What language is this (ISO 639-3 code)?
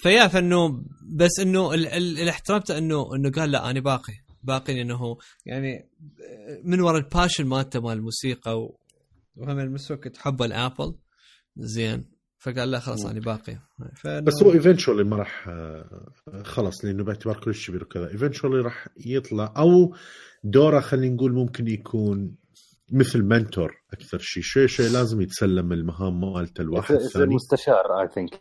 acm